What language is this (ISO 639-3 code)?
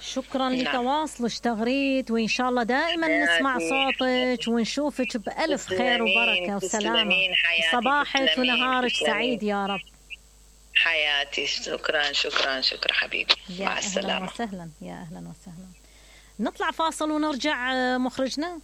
acm